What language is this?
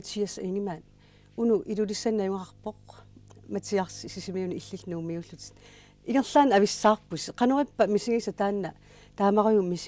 Kalaallisut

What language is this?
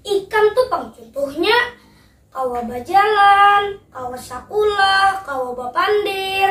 Banjar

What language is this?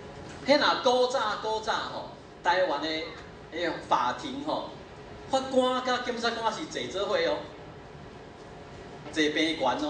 Min Nan Chinese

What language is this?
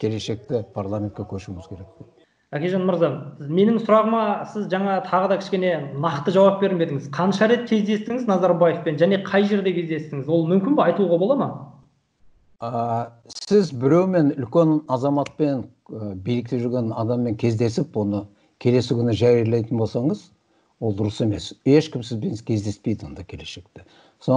Kazakh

